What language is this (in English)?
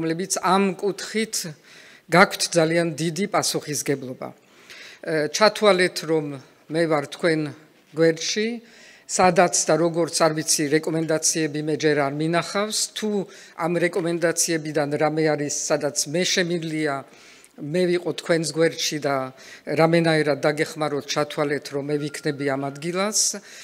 Georgian